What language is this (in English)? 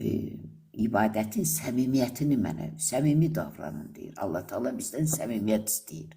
Azerbaijani